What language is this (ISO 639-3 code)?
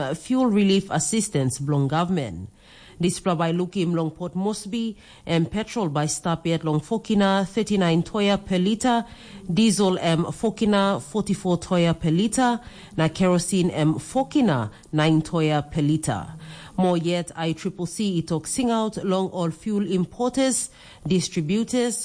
tpi